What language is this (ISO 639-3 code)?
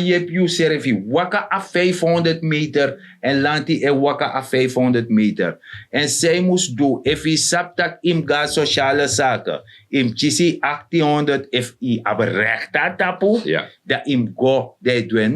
srn